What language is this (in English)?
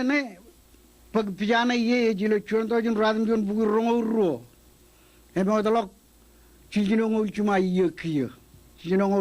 Marshallese